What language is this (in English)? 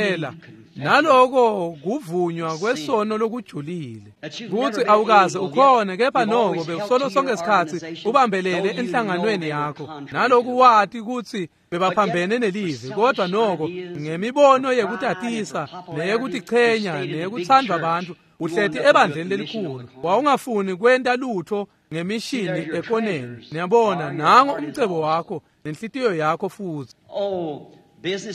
Swati